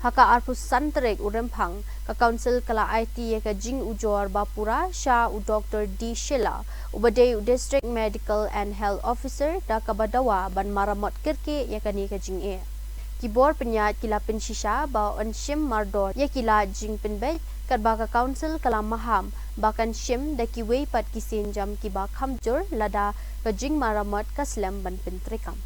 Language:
Khasi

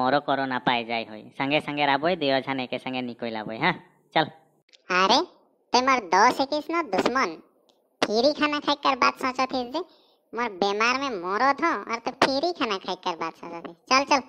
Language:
Sadri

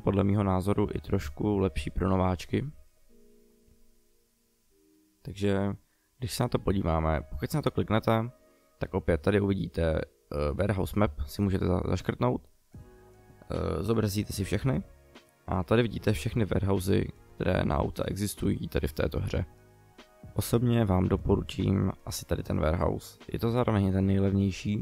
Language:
Czech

